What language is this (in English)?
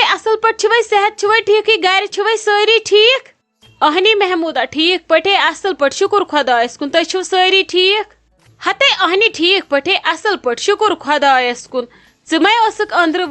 Kashmiri